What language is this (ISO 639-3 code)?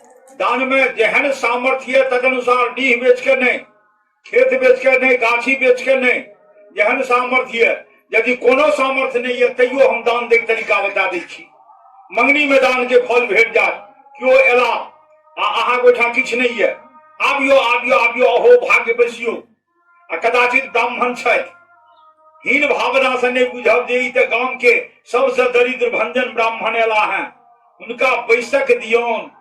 mai